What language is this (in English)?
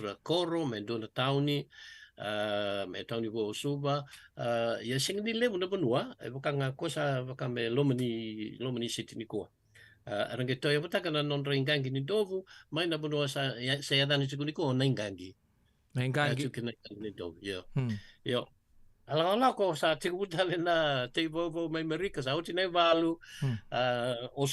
Fijian